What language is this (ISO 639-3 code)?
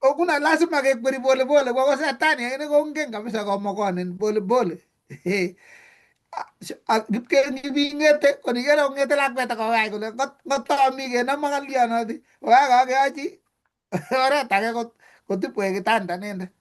kln